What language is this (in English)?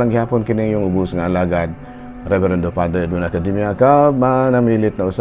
Cebuano